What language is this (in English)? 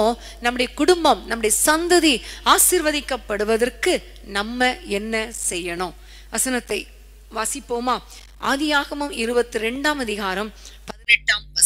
Tamil